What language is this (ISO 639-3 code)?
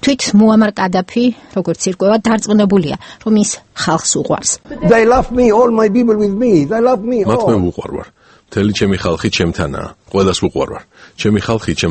kat